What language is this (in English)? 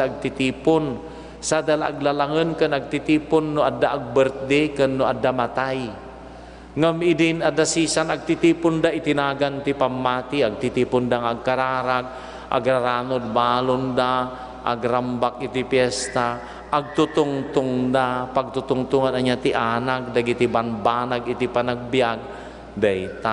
Iloko